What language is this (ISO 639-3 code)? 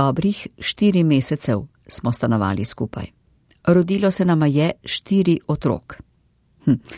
slv